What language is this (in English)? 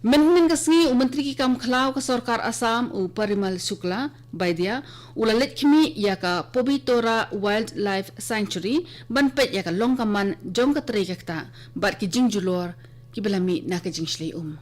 Khasi